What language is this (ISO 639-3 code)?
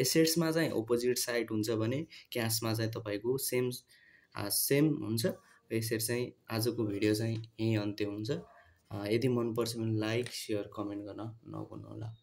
nep